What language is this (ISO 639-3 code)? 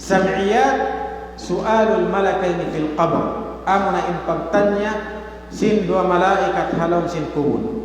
tsg